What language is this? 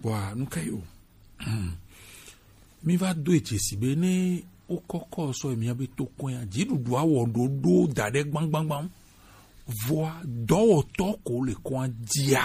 Gen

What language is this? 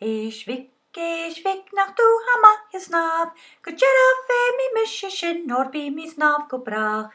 Scottish Gaelic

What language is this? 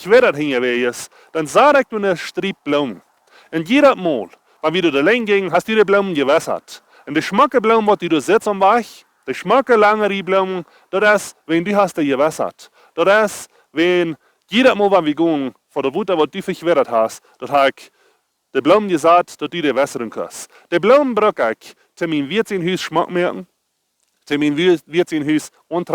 Plautdietsch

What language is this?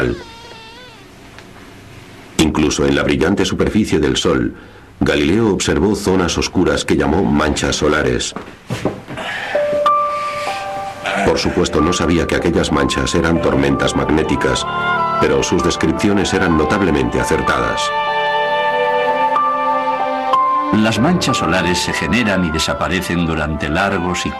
Spanish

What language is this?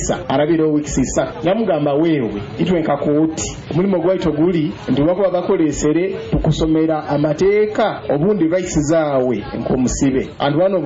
Nyoro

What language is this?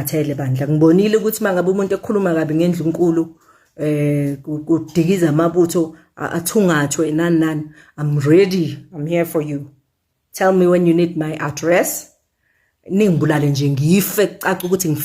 Zulu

